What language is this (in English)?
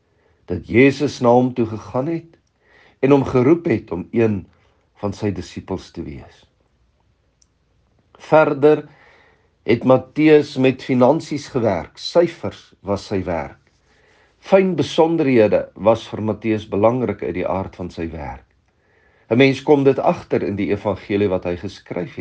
Afrikaans